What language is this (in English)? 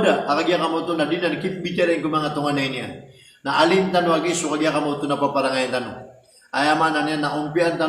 Maranao